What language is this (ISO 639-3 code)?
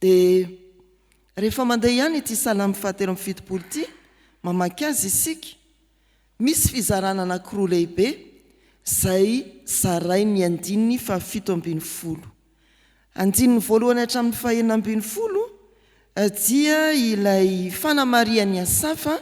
mlg